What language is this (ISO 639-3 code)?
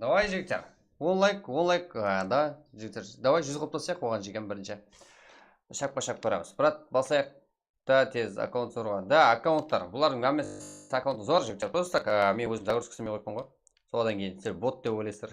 kaa